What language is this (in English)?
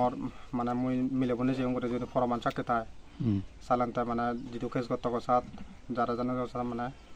Chakma